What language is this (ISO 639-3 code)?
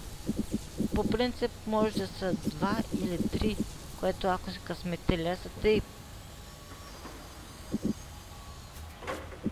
bul